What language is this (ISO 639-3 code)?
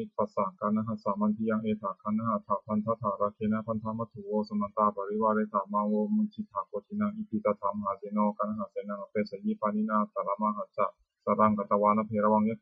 pli